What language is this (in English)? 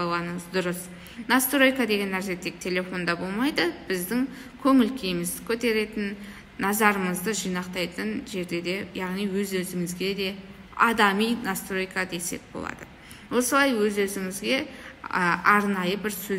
Kazakh